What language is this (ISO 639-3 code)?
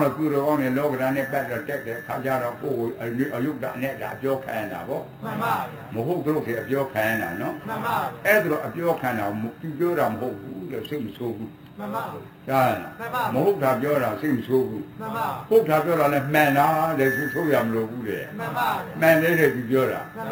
mya